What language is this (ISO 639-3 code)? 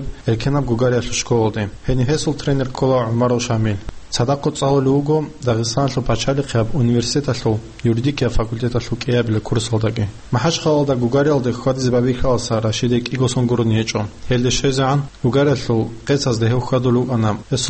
ava